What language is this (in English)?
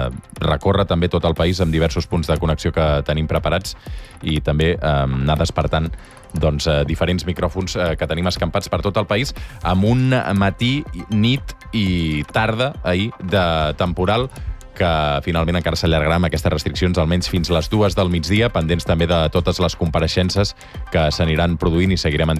Catalan